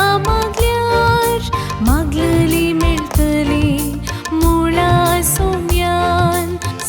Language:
Konkani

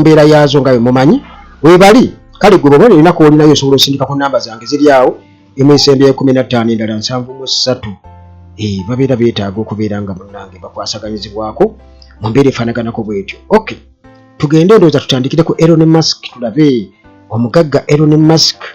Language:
Ganda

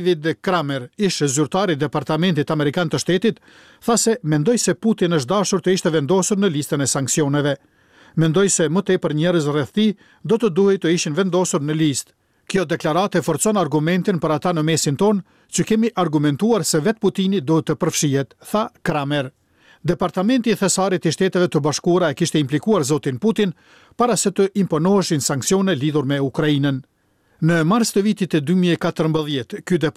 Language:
Albanian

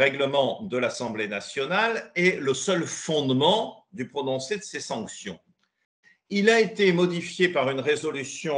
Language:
French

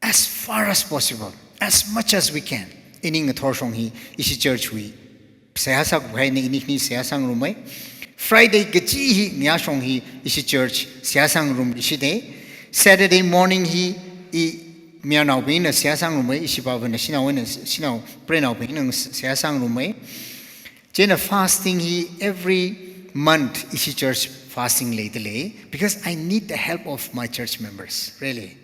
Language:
Tangkhul Naga (India)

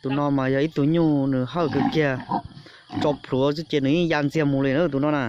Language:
Hmong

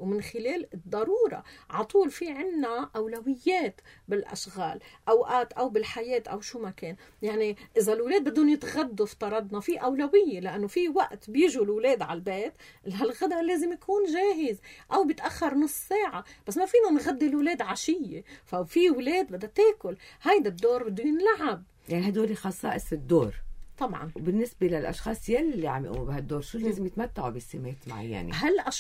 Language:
North Levantine Arabic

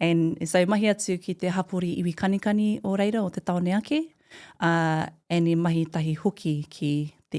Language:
Māori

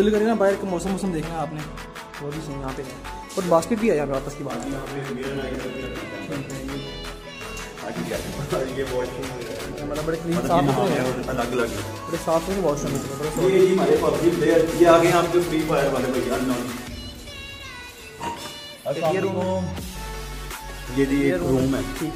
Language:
Hindi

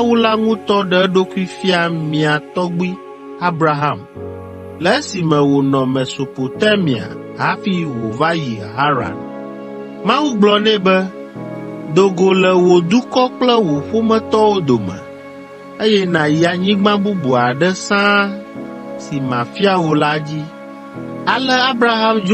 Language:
Ewe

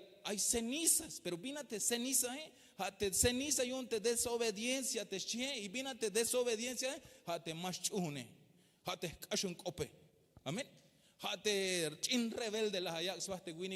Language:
Tzeltal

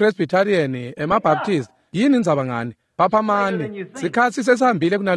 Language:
Swati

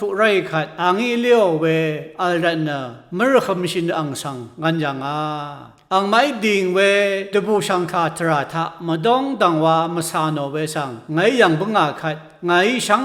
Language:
Rawang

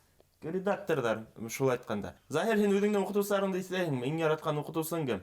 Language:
Bashkir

